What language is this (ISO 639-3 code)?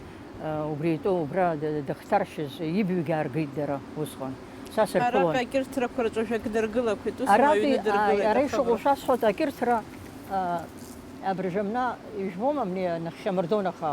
abk